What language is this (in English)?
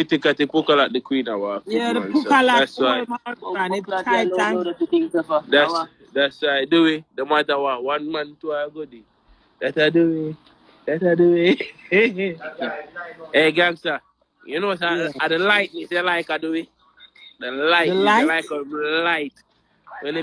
Jamaican Creole English